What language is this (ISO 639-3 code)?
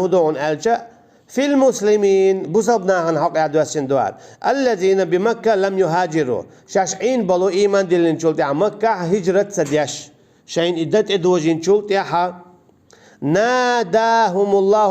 che